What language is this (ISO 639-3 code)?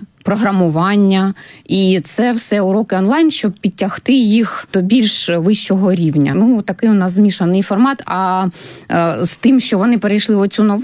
ukr